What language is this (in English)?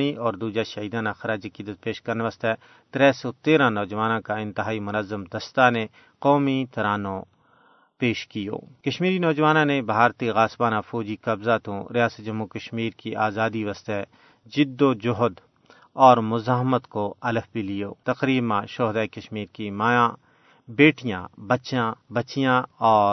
Gujari